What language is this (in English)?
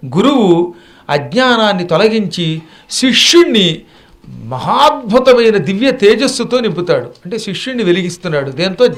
Telugu